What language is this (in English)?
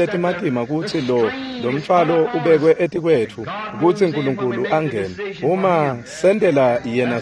Swati